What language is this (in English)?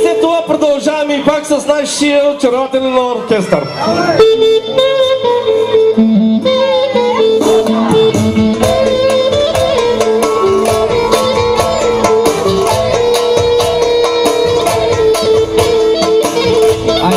Bulgarian